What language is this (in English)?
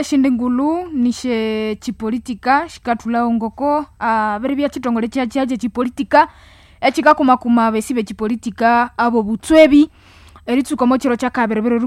Nande